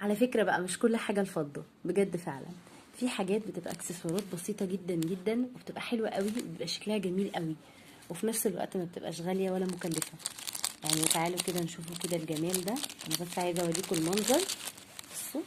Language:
Egyptian Arabic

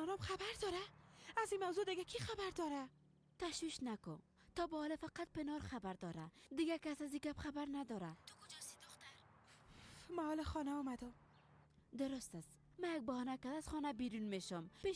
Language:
Persian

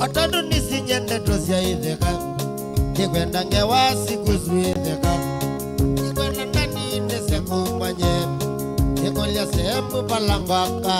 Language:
Kamba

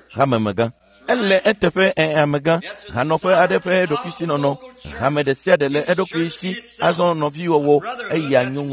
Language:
Ewe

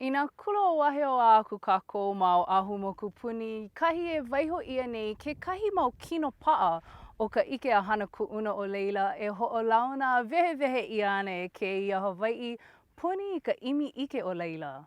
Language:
Hawaiian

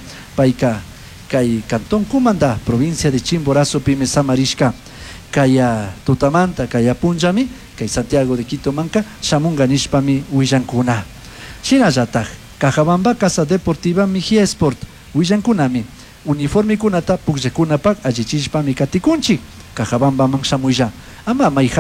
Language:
Chimborazo Highland Quichua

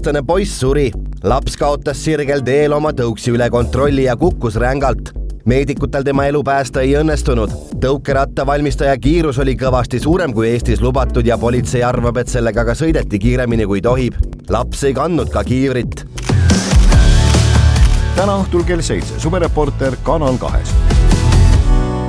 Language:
Estonian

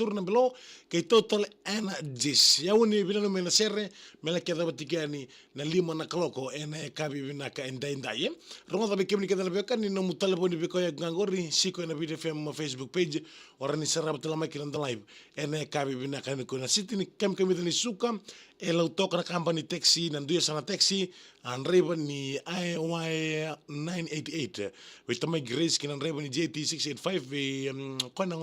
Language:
Fijian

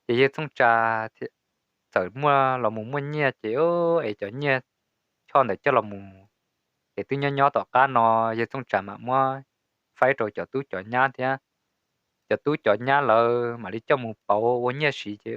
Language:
Hmong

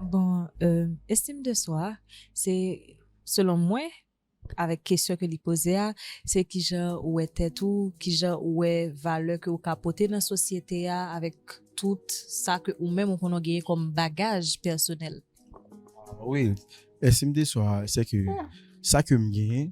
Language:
Haitian Creole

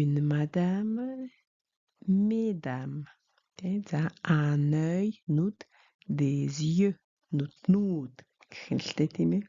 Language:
Mongolian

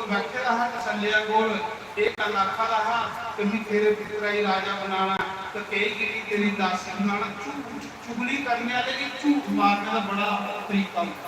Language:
Dogri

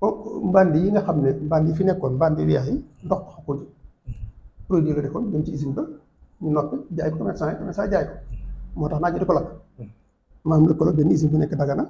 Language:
Wolof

